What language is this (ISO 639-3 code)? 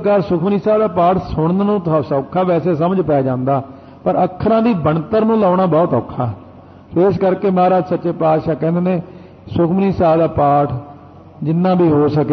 pan